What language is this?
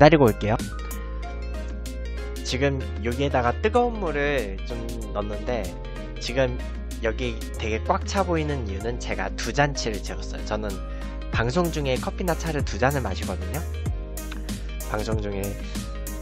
Korean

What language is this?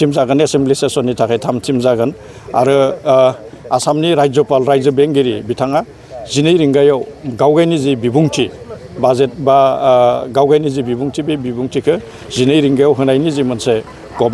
Bodo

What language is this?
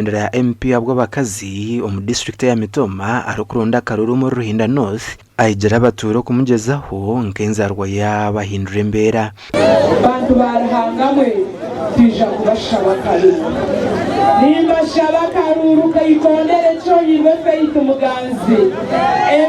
Nyankole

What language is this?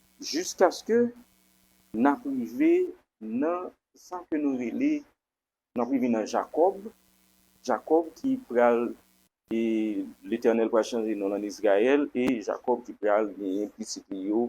Haitian Creole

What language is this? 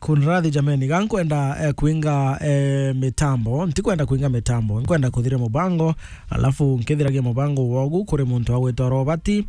Meru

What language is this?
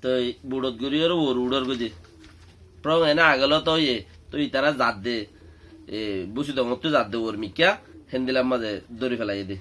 Rohingya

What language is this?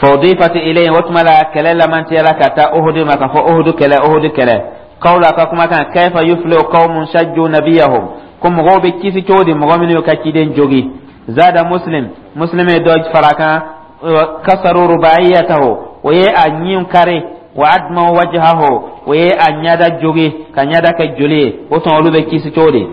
Dyula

